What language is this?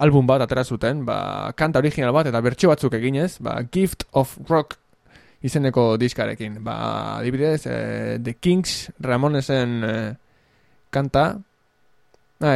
Basque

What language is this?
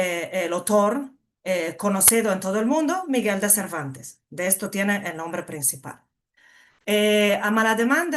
Ladino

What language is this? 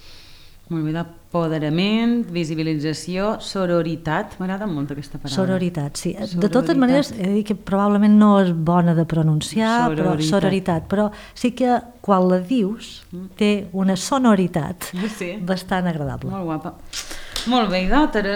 Catalan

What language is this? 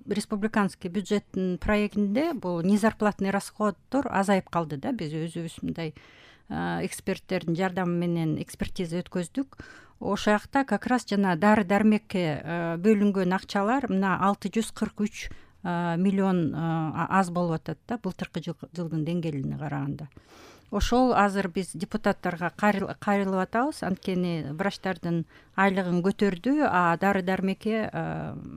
Kyrgyz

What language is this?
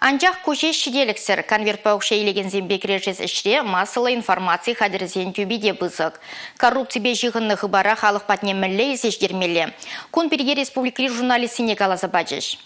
Chuvash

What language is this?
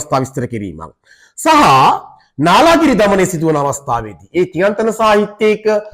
Sinhala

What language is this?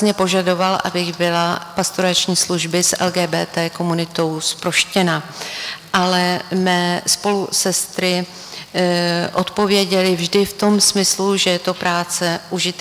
Czech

